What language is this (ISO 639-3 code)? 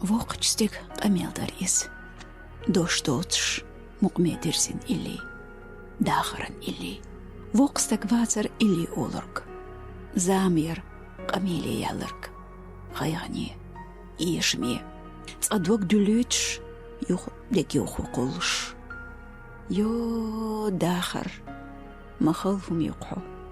che